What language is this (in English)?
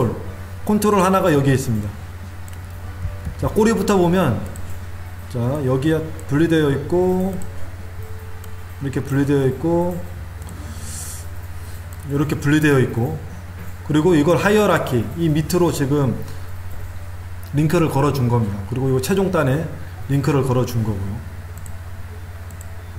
Korean